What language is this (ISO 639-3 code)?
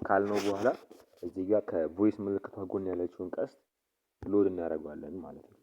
amh